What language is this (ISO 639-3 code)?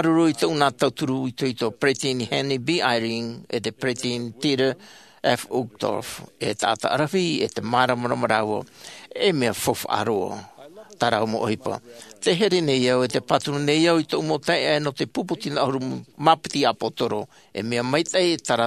tah